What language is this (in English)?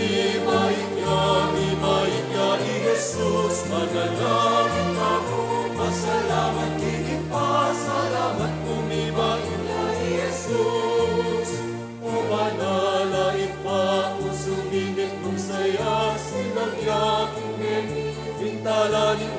Pampanga